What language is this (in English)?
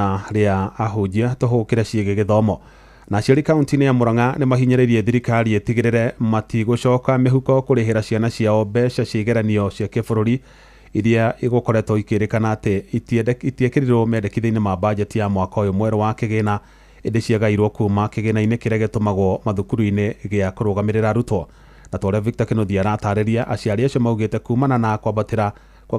Kikuyu